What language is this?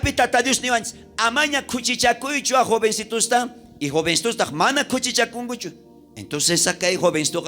South Bolivian Quechua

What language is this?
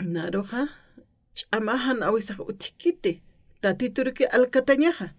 Aymara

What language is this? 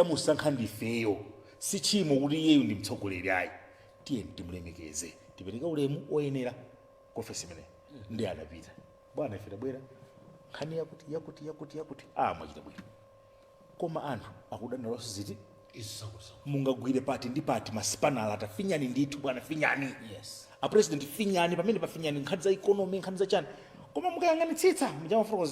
Nyanja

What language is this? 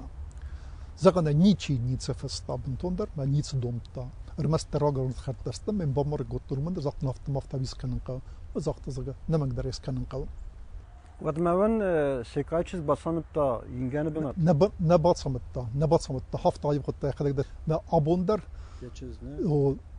Ossetic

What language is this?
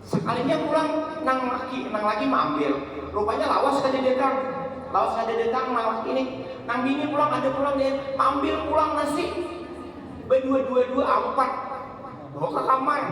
Banjar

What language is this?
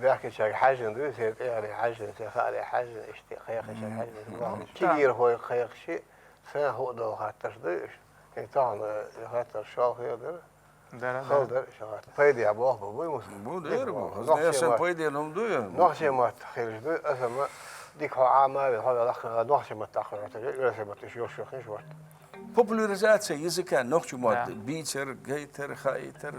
Chechen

